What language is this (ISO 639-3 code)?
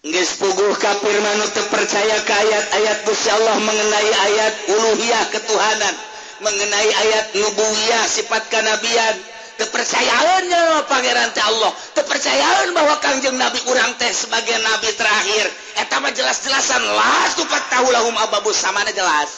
sun